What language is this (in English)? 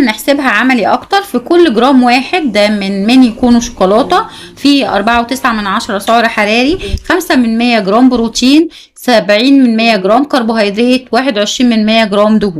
Egyptian Arabic